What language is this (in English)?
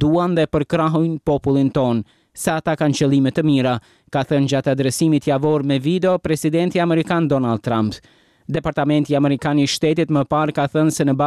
Albanian